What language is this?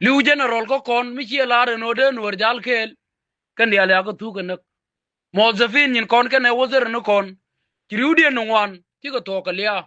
Nuer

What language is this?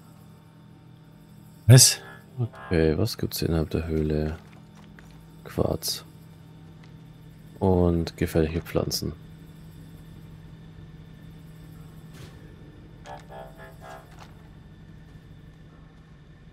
German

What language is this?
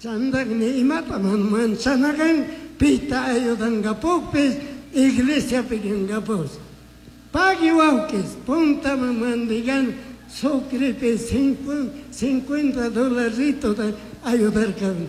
Chimborazo Highland Quichua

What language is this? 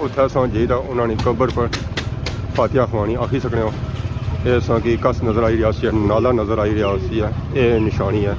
Pahari-Potwari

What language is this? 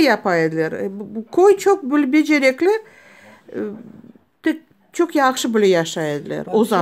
Crimean Tatar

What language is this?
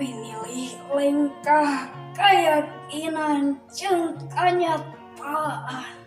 Sundanese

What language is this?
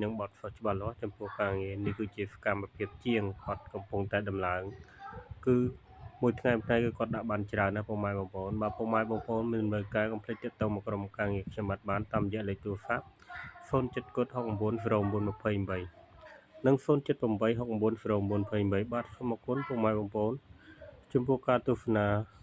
Khmer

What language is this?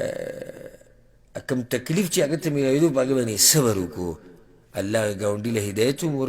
Pashto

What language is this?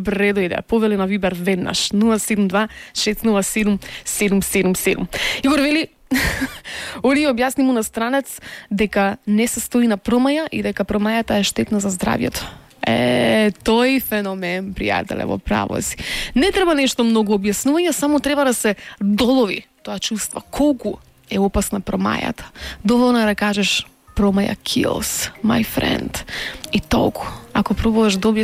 Macedonian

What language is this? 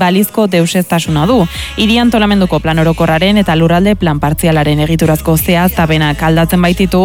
Basque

